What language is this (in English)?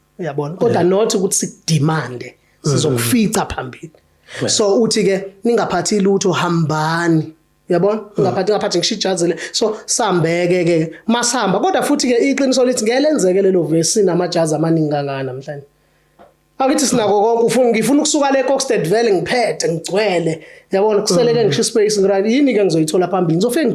Zulu